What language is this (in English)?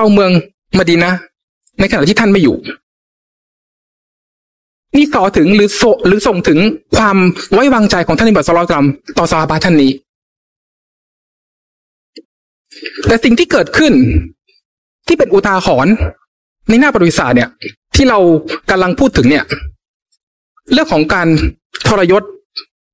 Thai